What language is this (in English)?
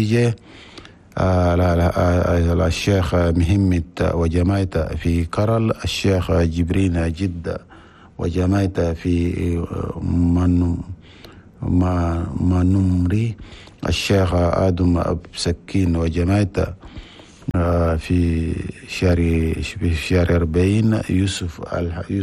Chadian Arabic